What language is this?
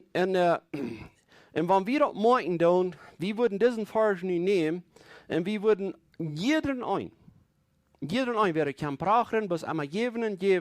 Plautdietsch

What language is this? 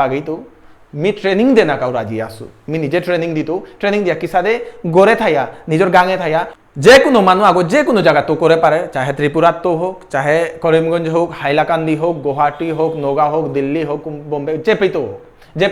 Bishnupriya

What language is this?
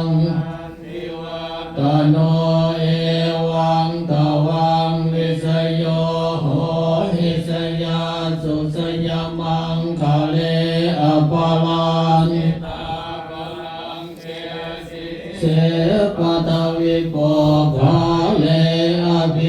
Pali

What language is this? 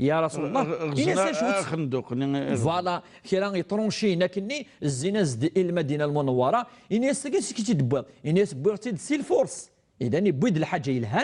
Kabyle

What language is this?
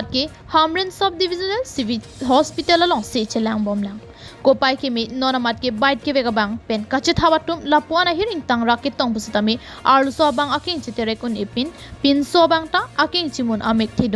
Karbi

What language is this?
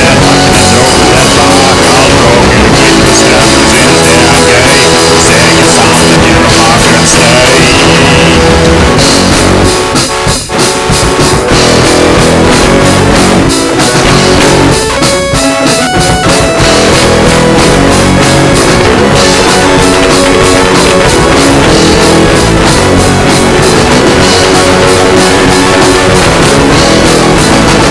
Norwegian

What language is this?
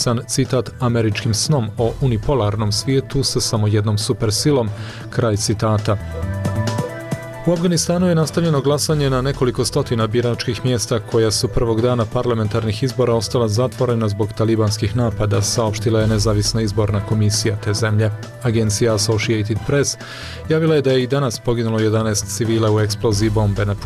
Bosnian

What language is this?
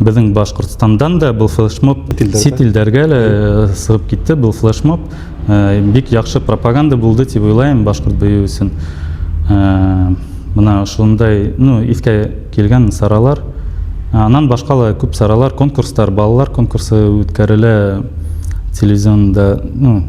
Bashkir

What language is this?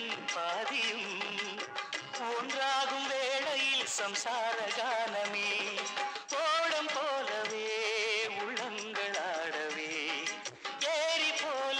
Tamil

